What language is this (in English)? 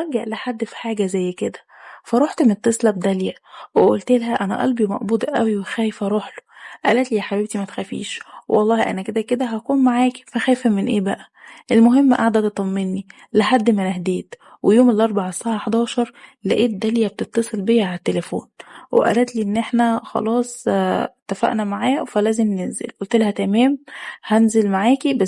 Egyptian Arabic